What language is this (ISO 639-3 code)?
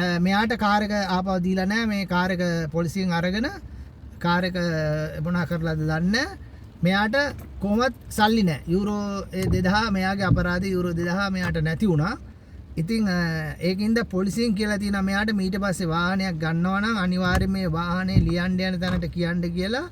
sin